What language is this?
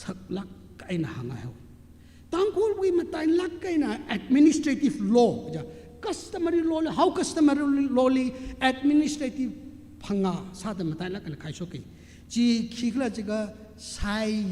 Tangkhul Naga (India)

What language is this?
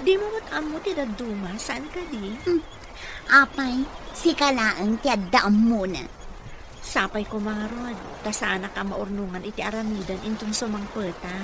Iloko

